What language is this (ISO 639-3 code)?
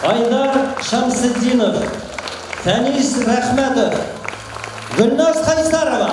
bak